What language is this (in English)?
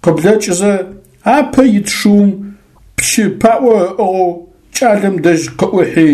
Adyghe